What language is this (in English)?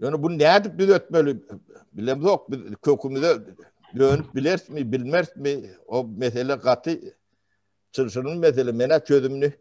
Turkmen